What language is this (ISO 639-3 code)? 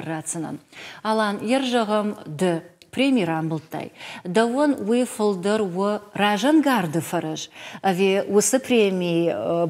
oss